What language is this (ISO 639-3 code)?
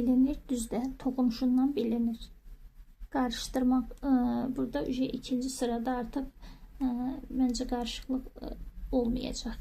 aze